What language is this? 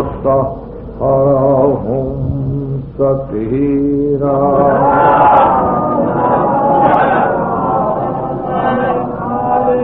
Urdu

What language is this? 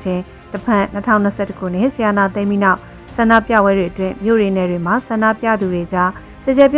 Burmese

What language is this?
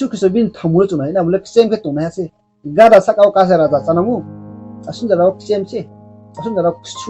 Riang (India)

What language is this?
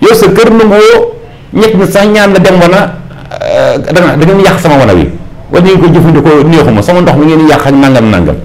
Wolof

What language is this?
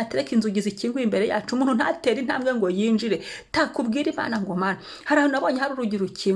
Kinyarwanda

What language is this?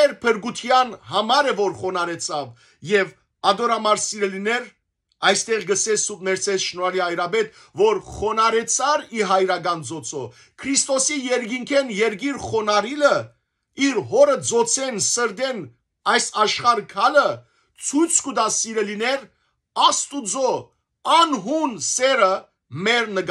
Western Armenian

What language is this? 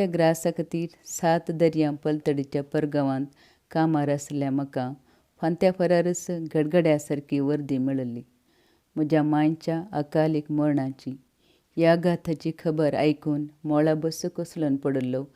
Konkani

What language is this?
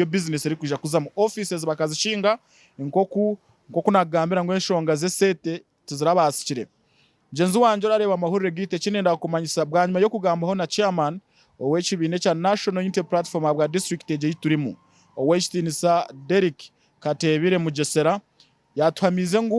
Nyankole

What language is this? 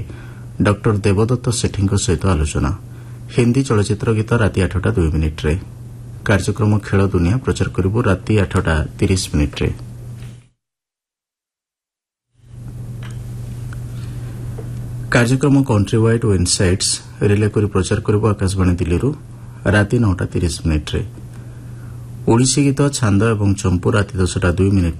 Odia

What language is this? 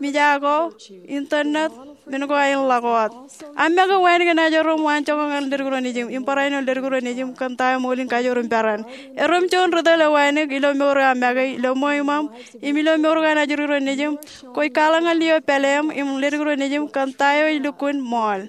Marshallese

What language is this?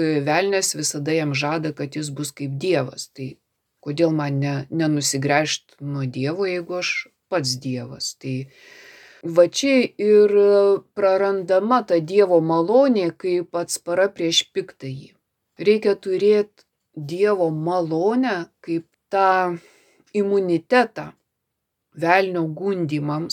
Lithuanian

